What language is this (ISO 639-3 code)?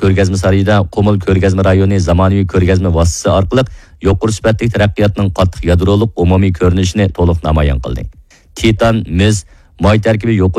uig